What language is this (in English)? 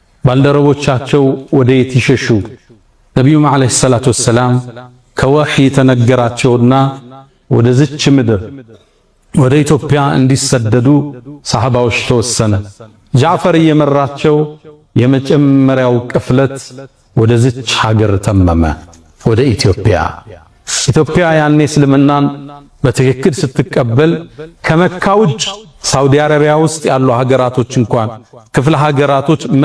Amharic